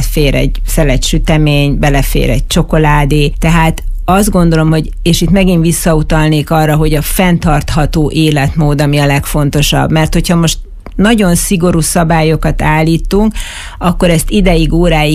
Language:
Hungarian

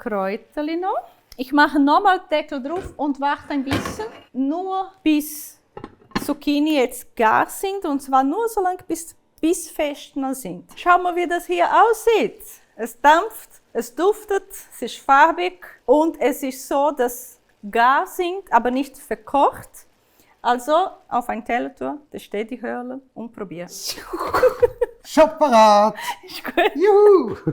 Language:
Swiss German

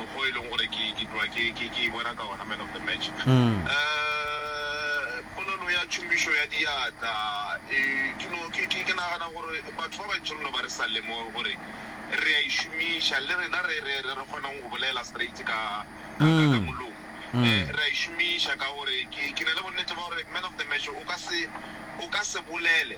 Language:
Northern Sotho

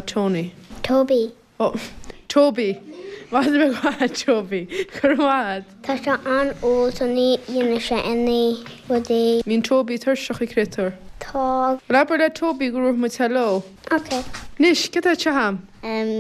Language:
Irish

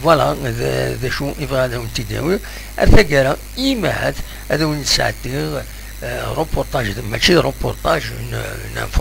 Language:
Kabyle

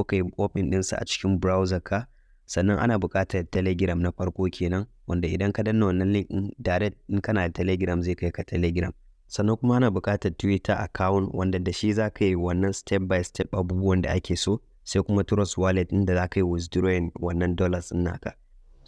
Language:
Hausa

